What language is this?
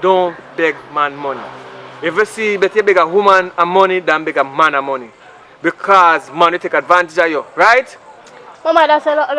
Jamaican Creole English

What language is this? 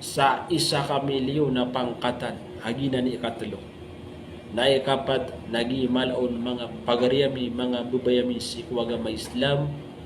Maranao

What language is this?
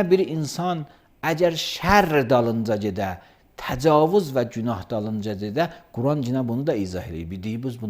Azerbaijani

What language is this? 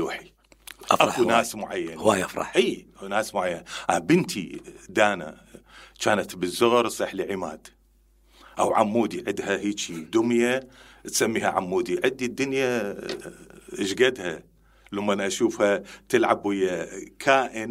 Mesopotamian Arabic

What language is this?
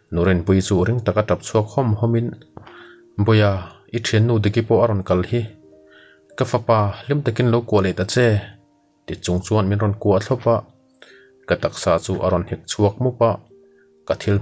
Mizo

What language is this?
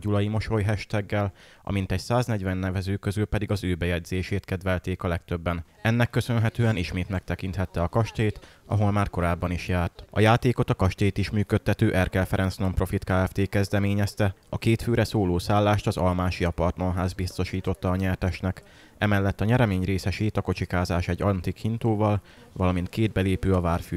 Hungarian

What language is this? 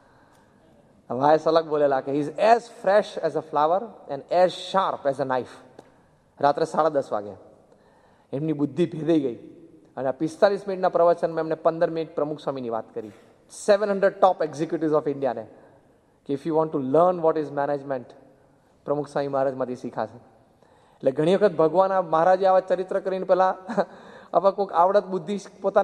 Gujarati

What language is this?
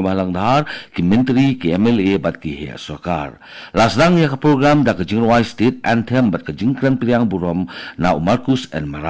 Khasi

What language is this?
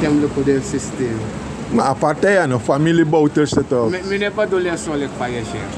Sranan Tongo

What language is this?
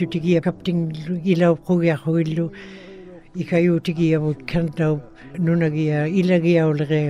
Western Canadian Inuktitut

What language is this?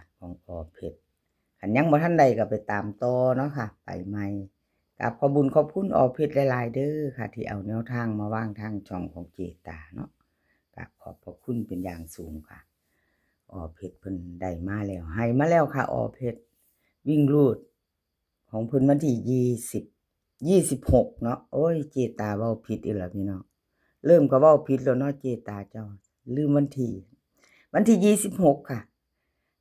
Northeastern Thai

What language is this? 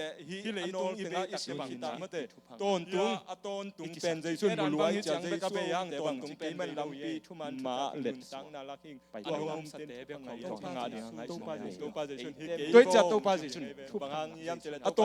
Tedim Chin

